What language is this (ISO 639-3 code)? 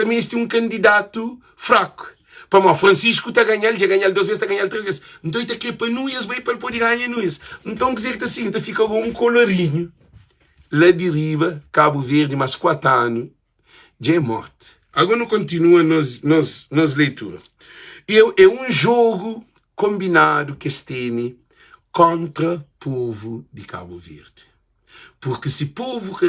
kea